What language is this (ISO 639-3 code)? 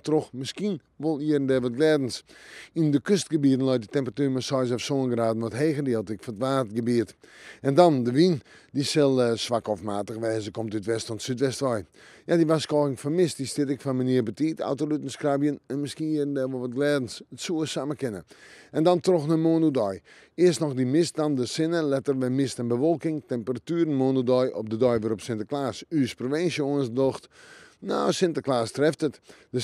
fry